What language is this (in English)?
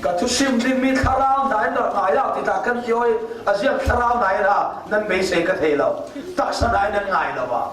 Falam Chin